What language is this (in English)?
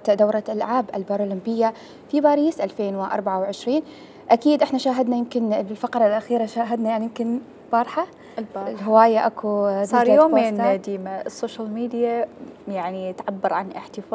Mesopotamian Arabic